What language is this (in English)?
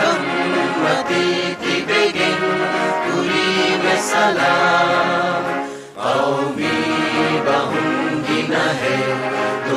Divehi